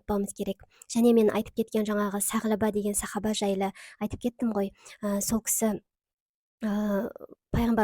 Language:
Kazakh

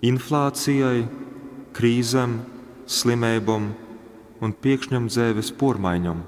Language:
Latgalian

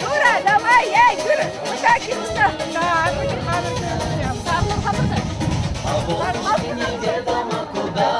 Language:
Chuvash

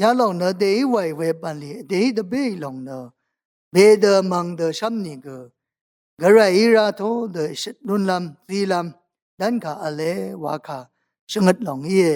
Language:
Rawang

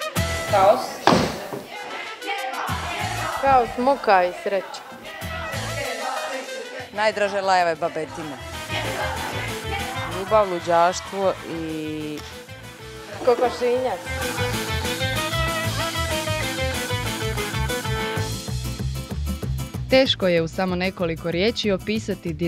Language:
Croatian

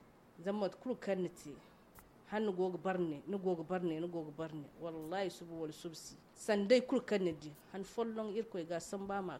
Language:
Zarma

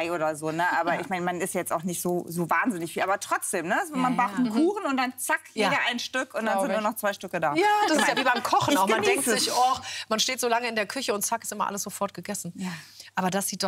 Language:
German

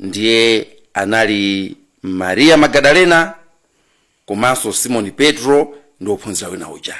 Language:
Nyanja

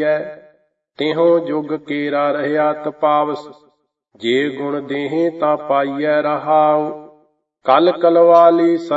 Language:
Punjabi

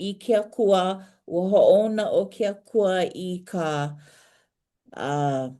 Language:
Hawaiian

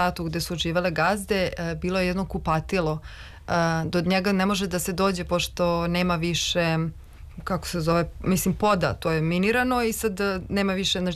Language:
Serbian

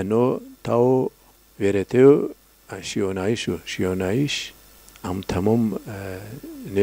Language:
Zaza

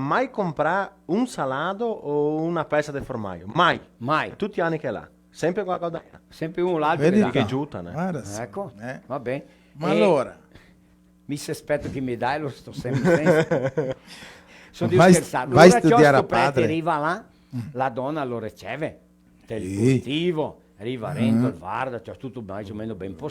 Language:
Venetian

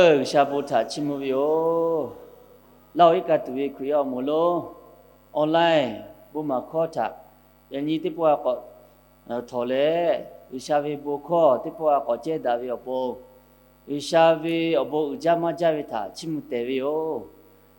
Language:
Lahu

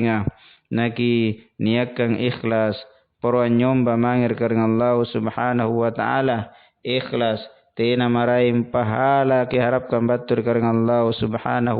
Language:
Makasar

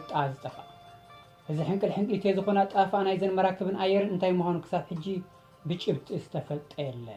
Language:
Tigrinya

